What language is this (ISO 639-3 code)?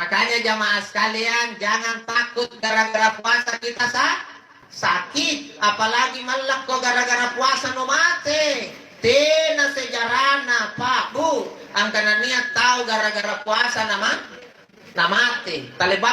mak